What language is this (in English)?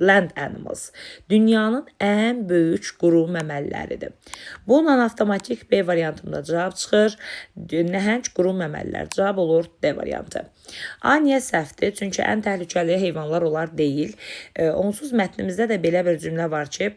Azerbaijani